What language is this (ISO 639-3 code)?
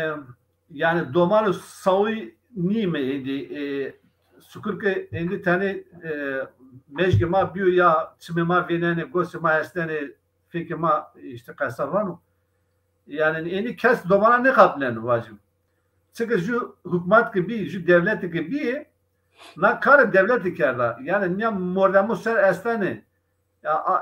zza